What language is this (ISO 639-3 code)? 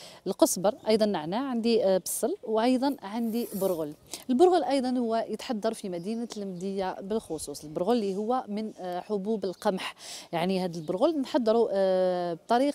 arq